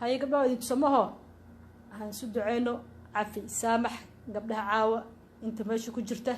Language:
Somali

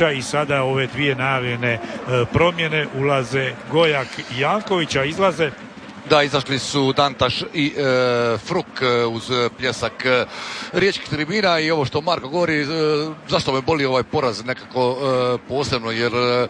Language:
Croatian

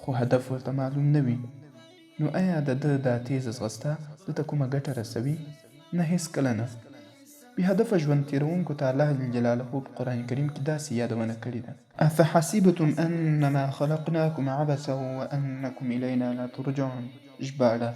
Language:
Pashto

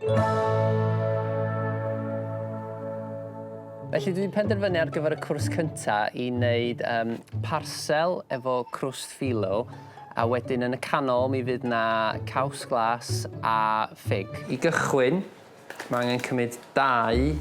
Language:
Welsh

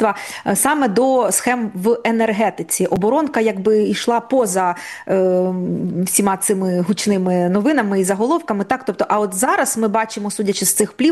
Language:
Ukrainian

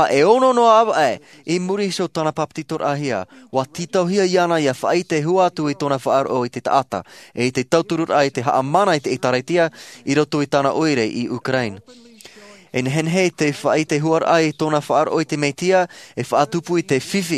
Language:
Tahitian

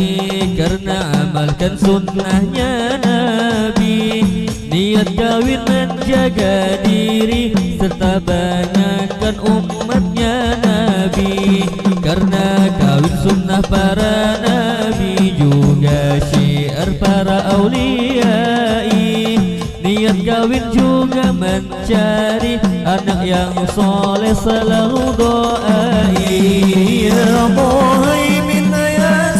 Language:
Banjar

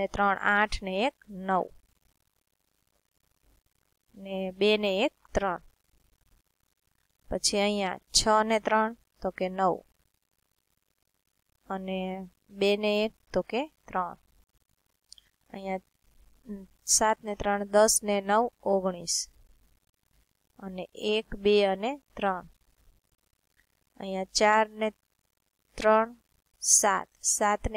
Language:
Gujarati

